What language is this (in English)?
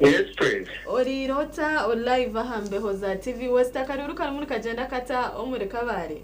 Nyankole